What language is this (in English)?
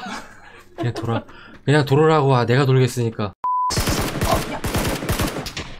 Korean